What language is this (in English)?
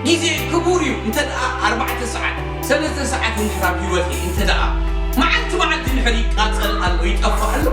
Tigrinya